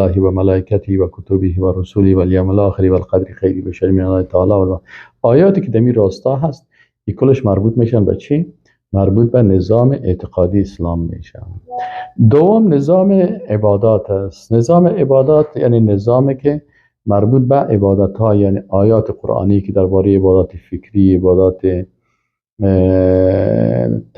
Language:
Persian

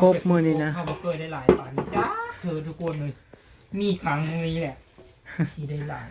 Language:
Northeastern Thai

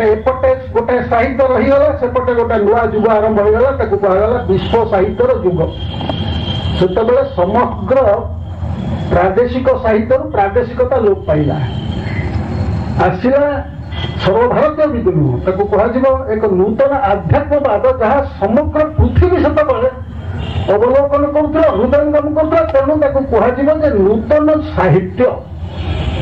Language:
Odia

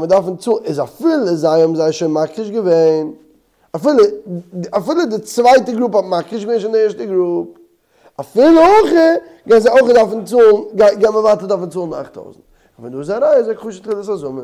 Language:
Yiddish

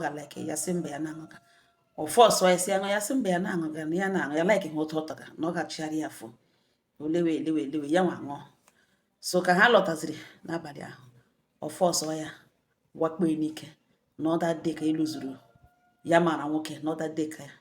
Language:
Igbo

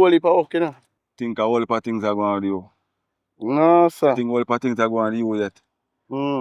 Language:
Jamaican Creole English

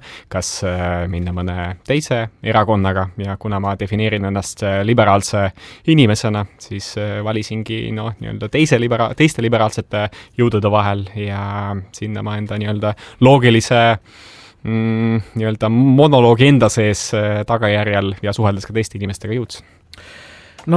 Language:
Estonian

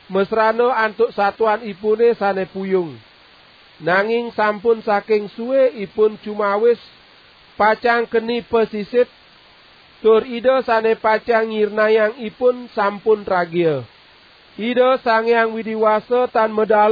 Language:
Balinese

